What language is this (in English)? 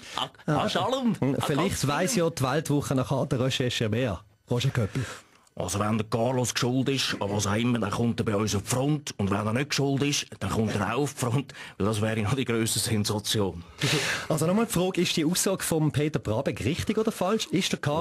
Swiss German